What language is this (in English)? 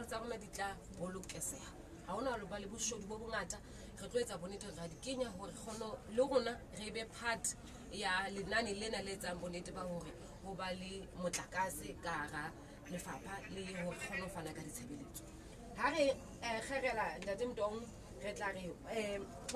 Southern Sotho